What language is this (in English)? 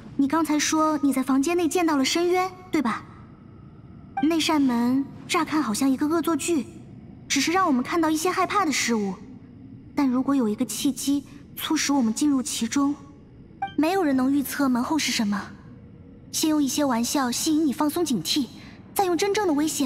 Chinese